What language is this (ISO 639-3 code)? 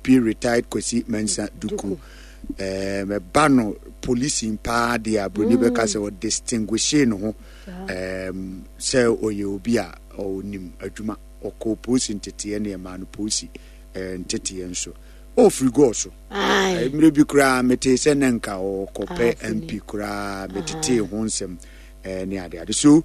aka